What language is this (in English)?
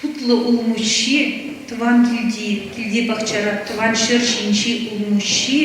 Chuvash